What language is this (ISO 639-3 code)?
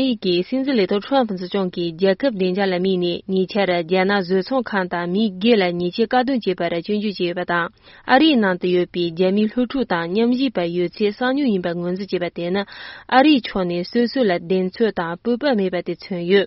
bod